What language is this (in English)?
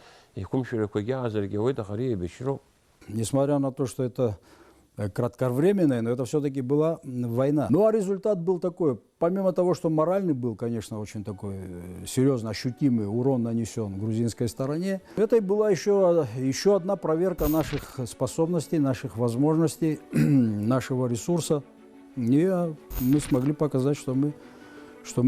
Abkhazian